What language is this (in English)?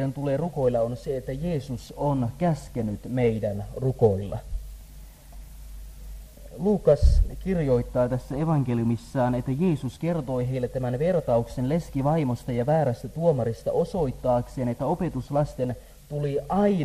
Finnish